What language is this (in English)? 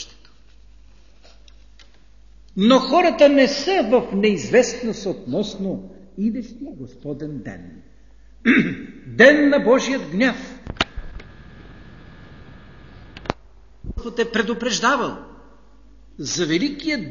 Bulgarian